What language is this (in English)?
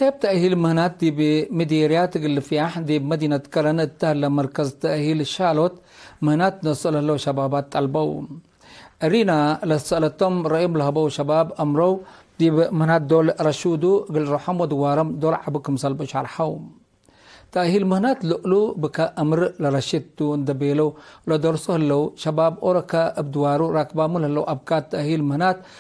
Tigre